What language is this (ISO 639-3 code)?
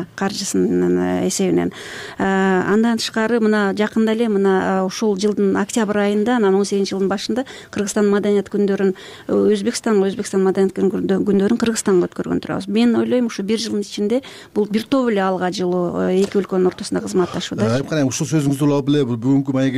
kir